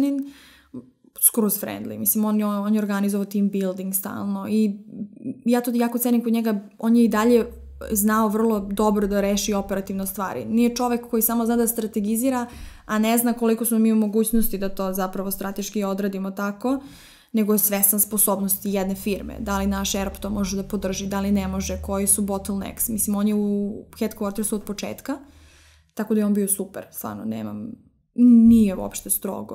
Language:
Serbian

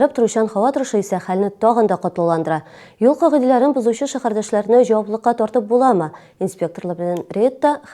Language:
Tatar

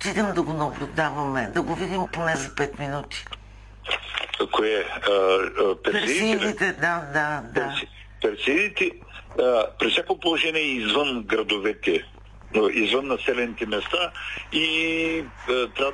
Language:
Bulgarian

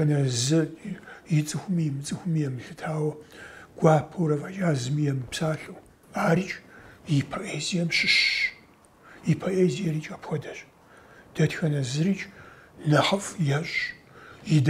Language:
Kabardian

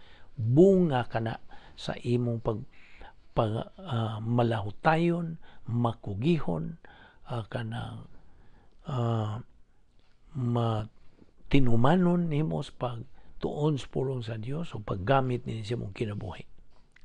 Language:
Cebuano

